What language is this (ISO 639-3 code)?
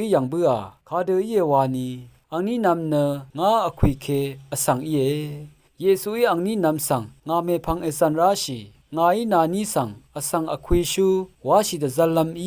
raw